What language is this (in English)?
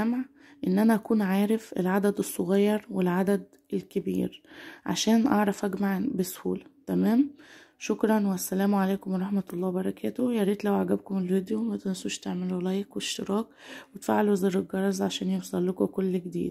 Egyptian Arabic